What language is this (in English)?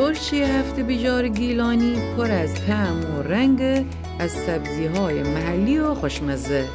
Gilaki